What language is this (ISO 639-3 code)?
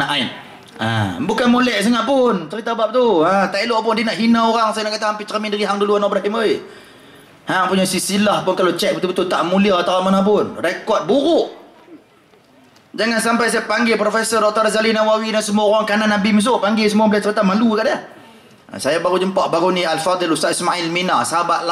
msa